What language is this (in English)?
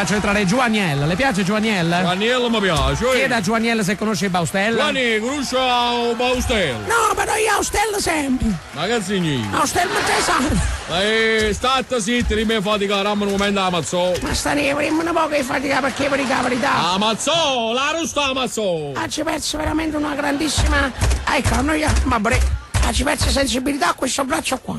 Neapolitan